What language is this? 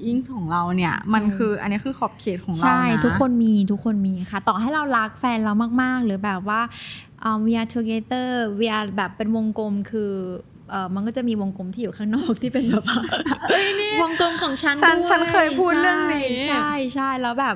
Thai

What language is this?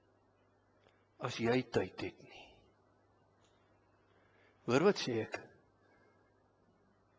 Afrikaans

